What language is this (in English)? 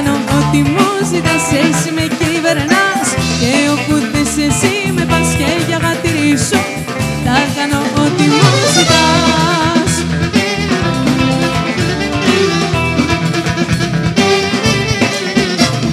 Greek